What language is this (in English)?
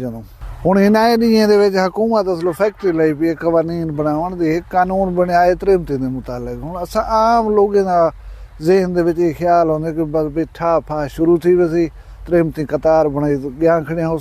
Saraiki